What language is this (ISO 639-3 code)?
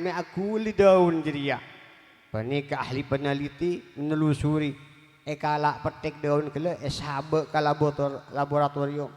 mad